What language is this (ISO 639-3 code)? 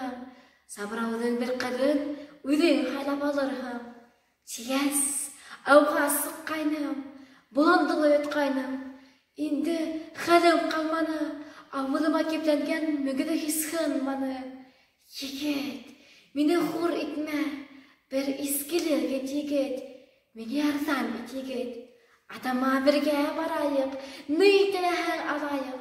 bak